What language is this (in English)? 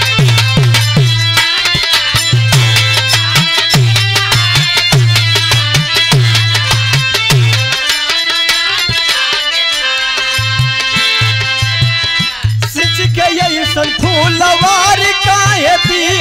Bhojpuri